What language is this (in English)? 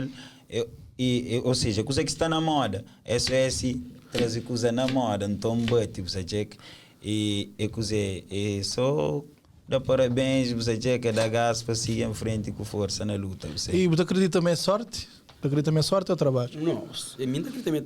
Kabuverdianu